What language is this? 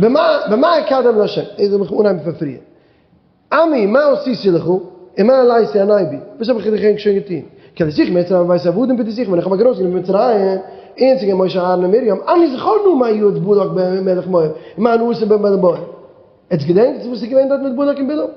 Yiddish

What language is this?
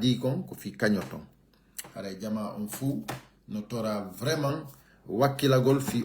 Pular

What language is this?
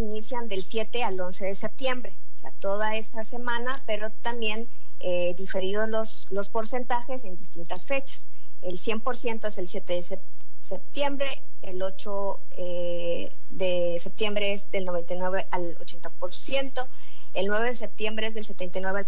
Spanish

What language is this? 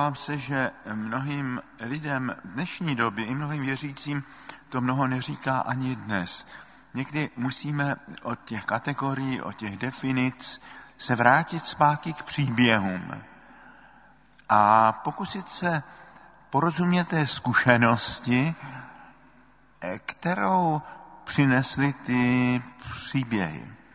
Czech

